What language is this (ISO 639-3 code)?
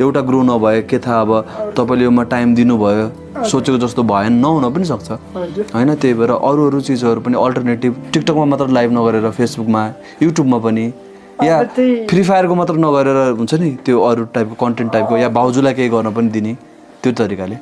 nep